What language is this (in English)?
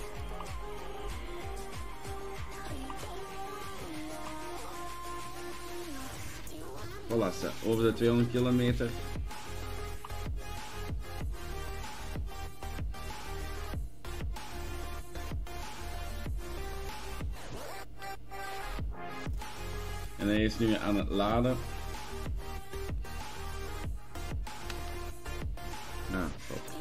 Dutch